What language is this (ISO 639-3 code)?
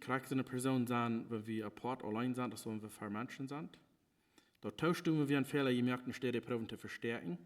pdt